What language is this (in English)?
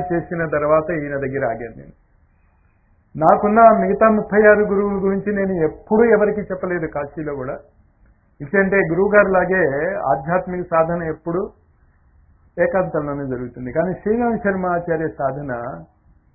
Telugu